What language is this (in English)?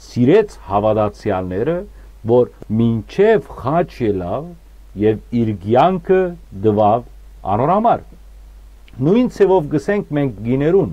Western Armenian